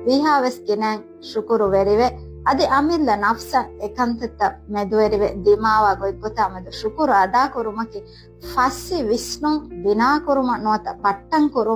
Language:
Divehi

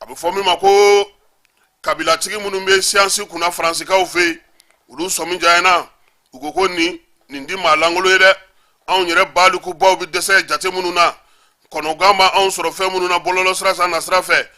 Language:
Bambara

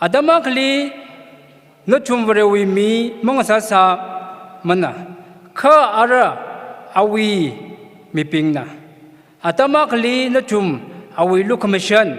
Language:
Tangkhul Naga (India)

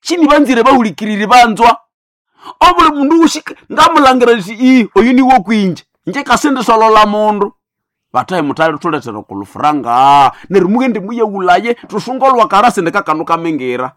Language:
Nande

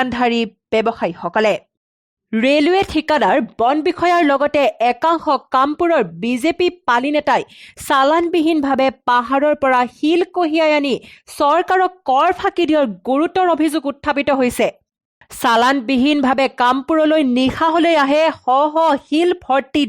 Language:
Assamese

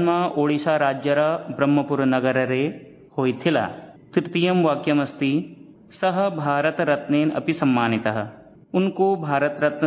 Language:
Sanskrit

